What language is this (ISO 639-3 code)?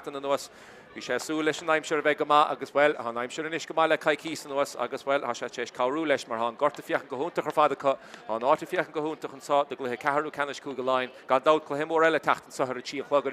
gle